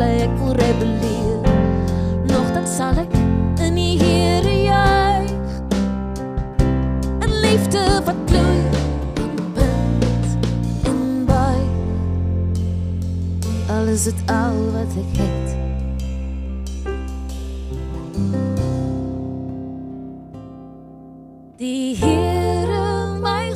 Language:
Afrikaans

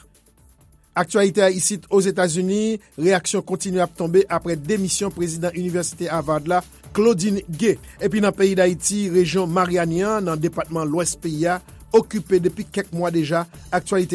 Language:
Haitian Creole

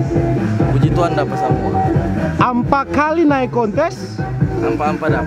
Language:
Manado Malay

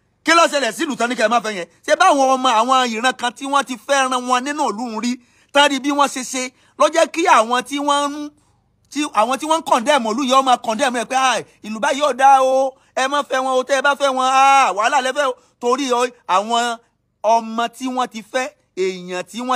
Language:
Yoruba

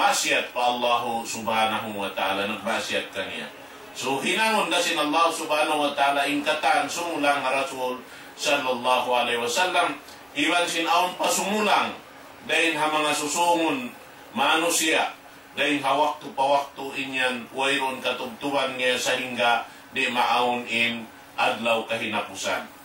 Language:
Tausug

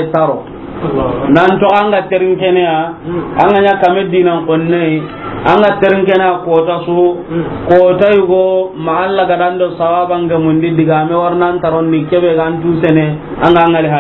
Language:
Soninke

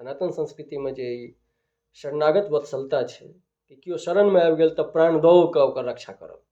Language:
Maithili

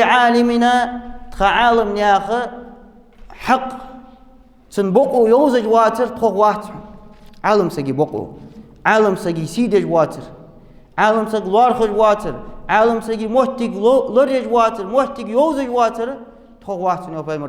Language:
Ingush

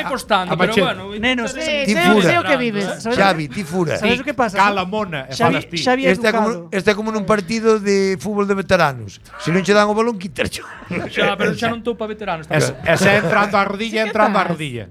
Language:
Galician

